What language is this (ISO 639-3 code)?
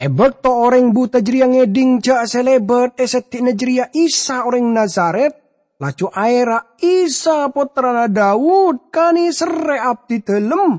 mad